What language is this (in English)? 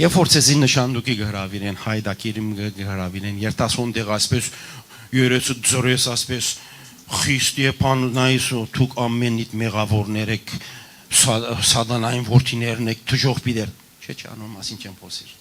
Western Armenian